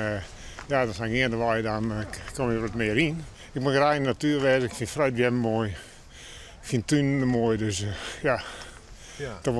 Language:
Western Frisian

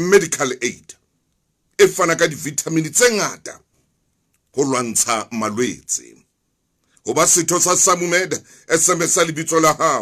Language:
Southern Sotho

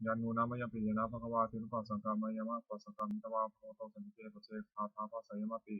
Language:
Pali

